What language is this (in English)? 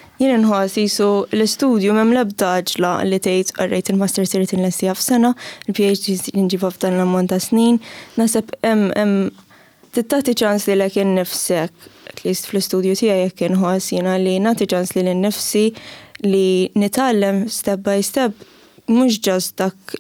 Maltese